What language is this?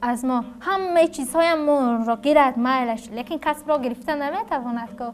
Tajik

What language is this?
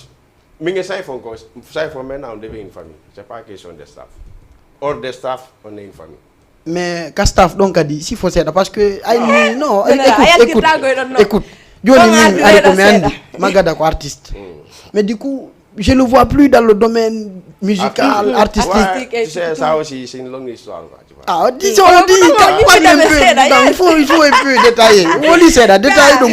Fula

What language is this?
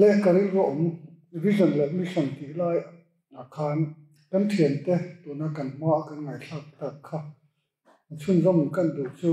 Mizo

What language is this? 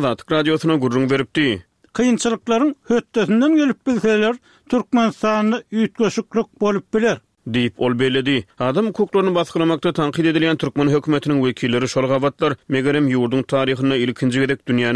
Turkmen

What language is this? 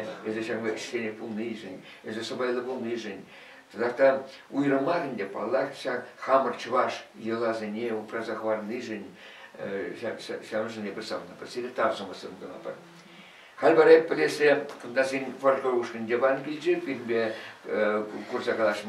Chuvash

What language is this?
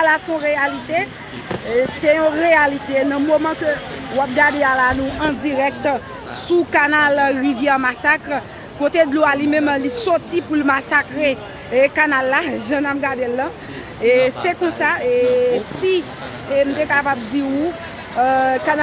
Haitian Creole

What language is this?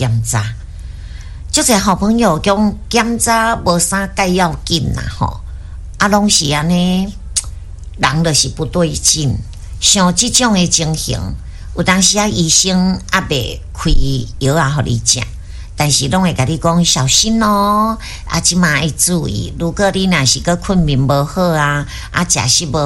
Min Nan Chinese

